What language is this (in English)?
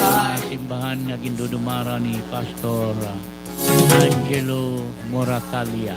Waray